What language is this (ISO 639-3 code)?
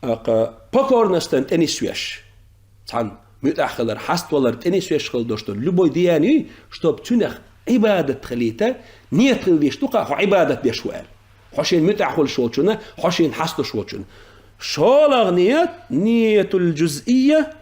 che